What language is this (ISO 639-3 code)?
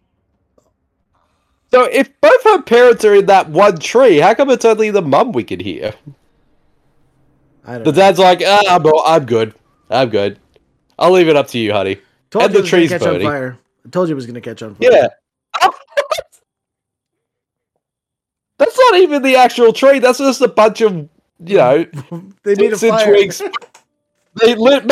eng